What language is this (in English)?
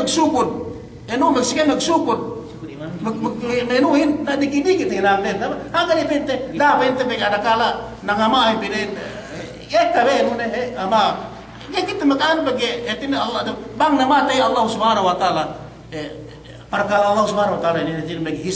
Yakan